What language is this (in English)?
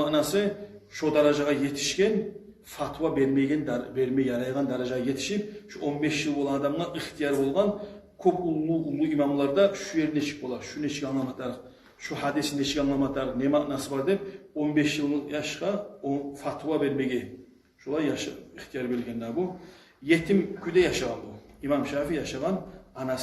Kumyk